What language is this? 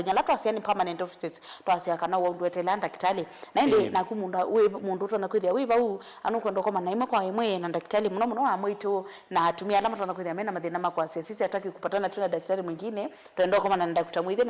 Kamba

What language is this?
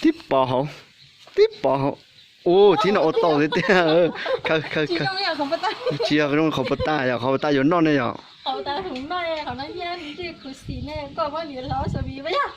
Hmong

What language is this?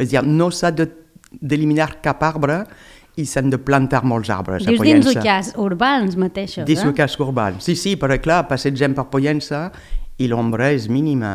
Catalan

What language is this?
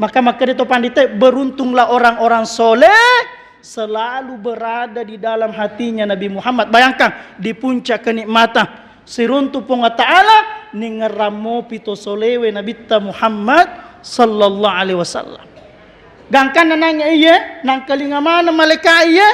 Buginese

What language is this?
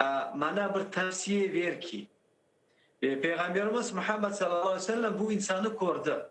Crimean Tatar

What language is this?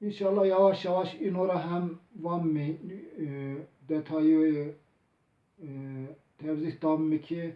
Zaza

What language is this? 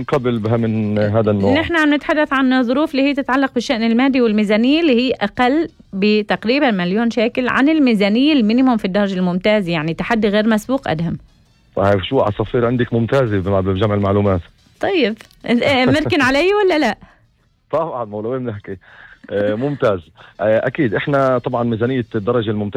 North Levantine Arabic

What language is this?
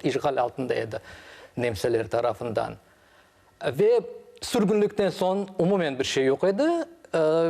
Crimean Tatar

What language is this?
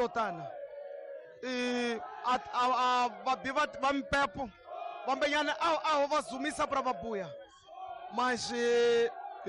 Tsonga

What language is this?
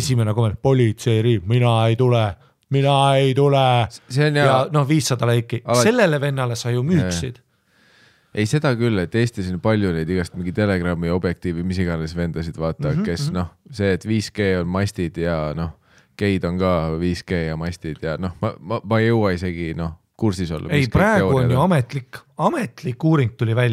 Estonian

